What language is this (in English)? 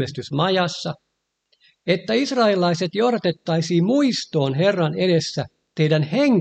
Finnish